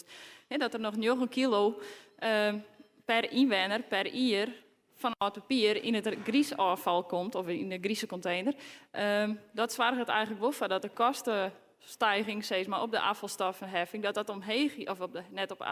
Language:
Western Frisian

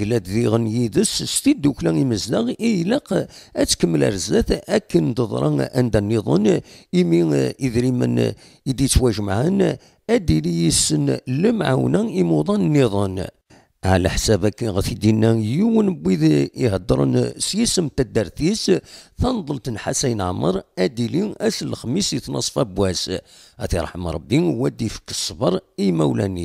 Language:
Kabyle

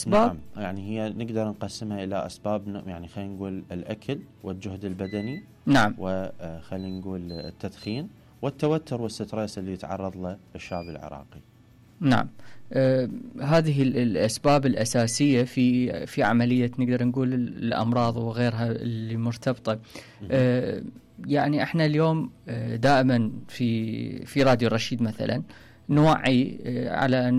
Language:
Mesopotamian Arabic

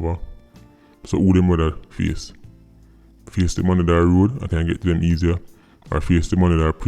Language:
Jamaican Creole English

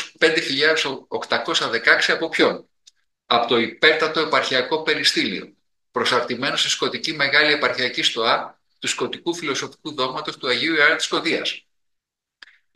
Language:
Greek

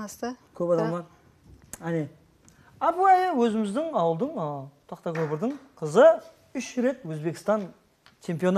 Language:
Kara-Kalpak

